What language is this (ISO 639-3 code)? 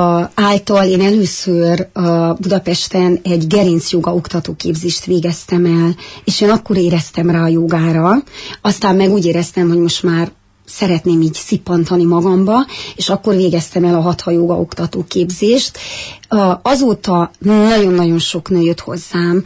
hun